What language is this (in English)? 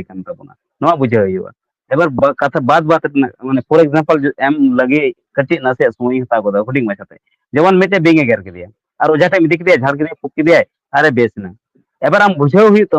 Santali